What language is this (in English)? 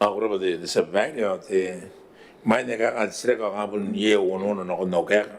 Gilbertese